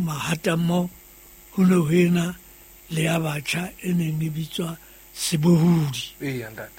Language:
Southern Sotho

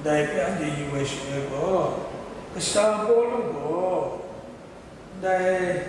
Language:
Kachin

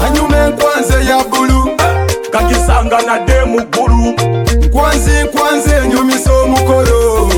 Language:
Nyoro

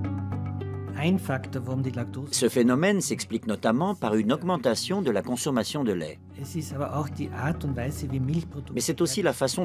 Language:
French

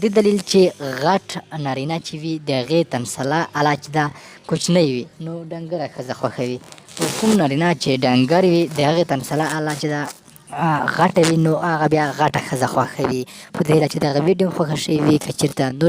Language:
Pashto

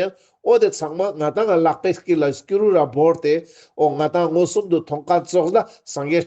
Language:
Ladakhi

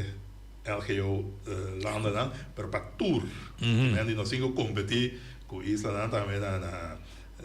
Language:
Papiamento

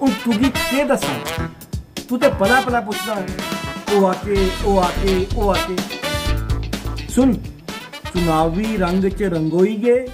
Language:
Dogri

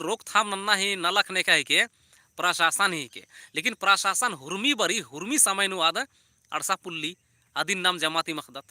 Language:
Kurukh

